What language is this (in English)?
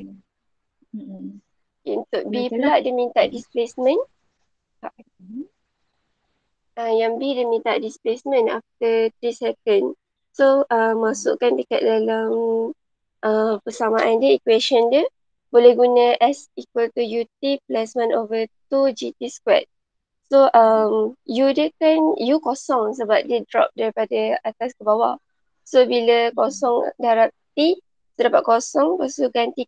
Malay